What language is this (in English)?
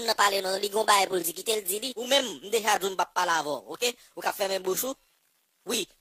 Haitian Creole